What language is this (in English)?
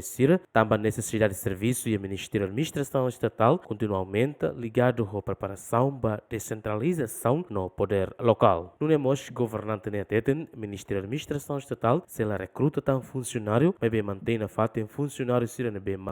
Tetum